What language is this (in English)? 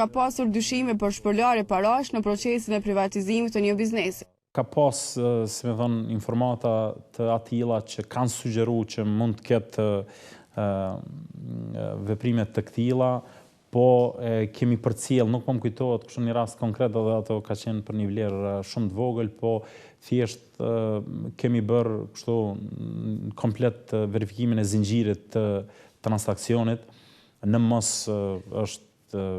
Albanian